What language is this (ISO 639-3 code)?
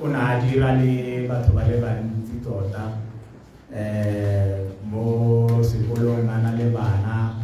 tsn